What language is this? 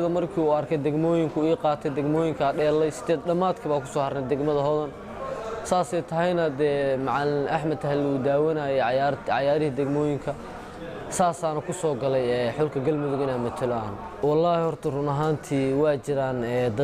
Somali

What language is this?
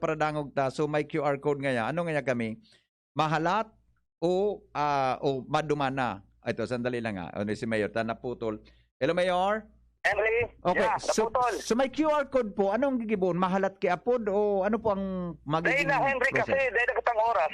Bikol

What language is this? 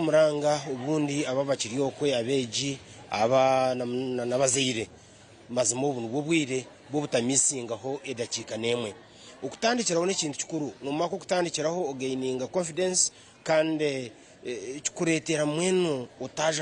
Nyankole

